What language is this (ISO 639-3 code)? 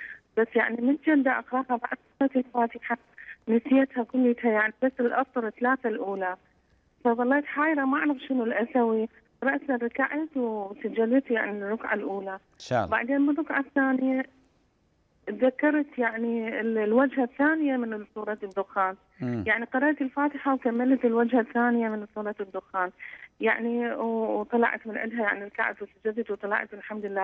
ara